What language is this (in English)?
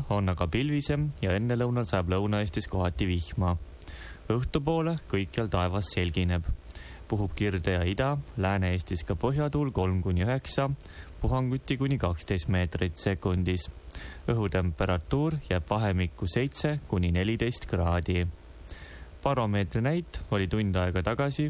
Estonian